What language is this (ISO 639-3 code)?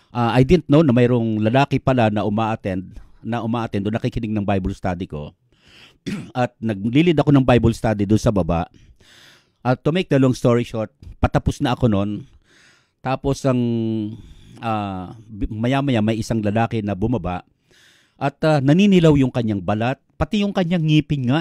fil